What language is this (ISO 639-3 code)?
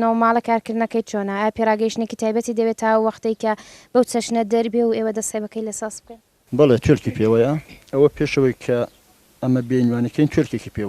ckb